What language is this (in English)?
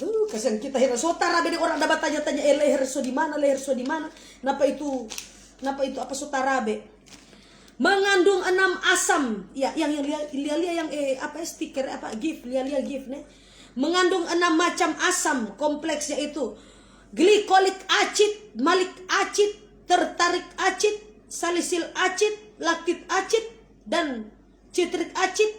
Manado Malay